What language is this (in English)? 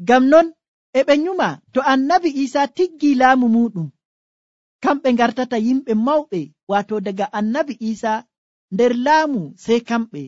Nigerian Fulfulde